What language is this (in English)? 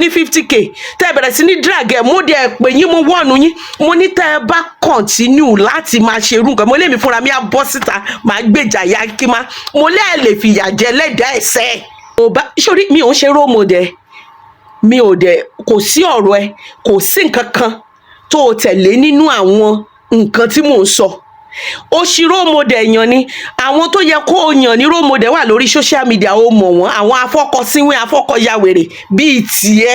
Yoruba